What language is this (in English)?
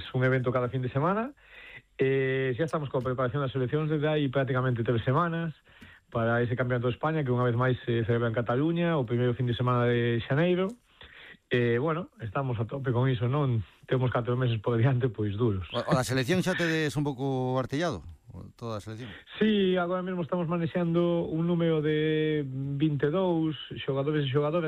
Galician